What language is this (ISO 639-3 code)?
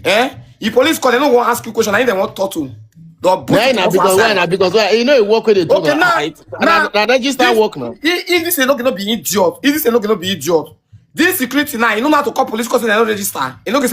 pcm